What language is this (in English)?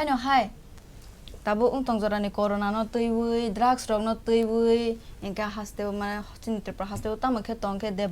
Kok Borok